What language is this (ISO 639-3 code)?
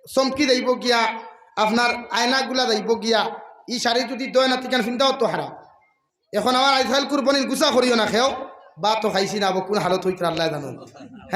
syl